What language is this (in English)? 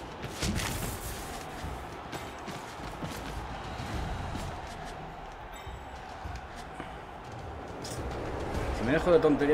Spanish